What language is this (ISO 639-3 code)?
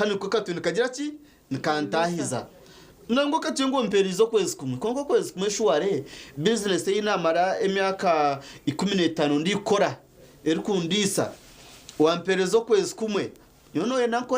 nyn